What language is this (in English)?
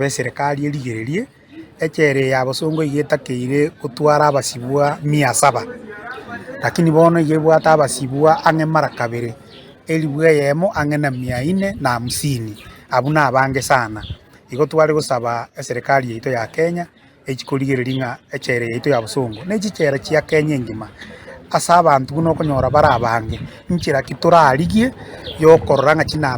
Gusii